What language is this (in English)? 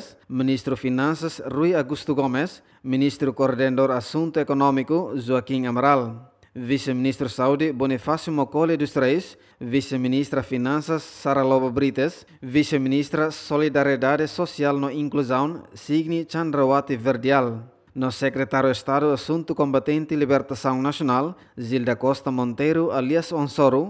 Tetum